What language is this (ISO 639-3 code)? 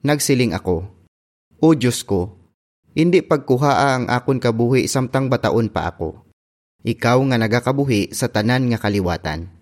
hil